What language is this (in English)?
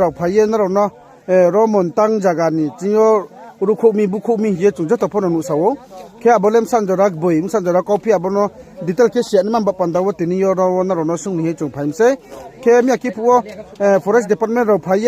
Riang (India)